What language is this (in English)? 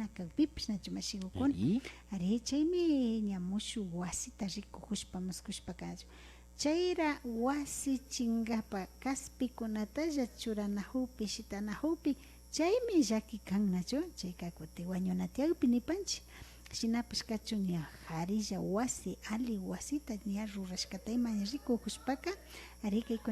Imbabura Highland Quichua